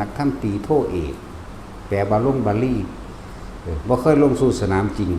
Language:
Northeastern Thai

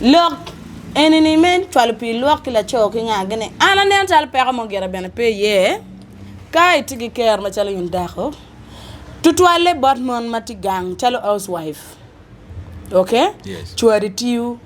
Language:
Acoli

